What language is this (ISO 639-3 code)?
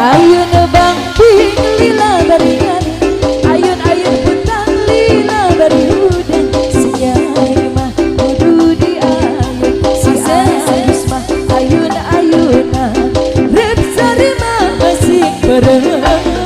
sun